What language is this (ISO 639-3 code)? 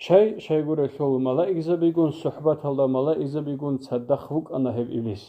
ava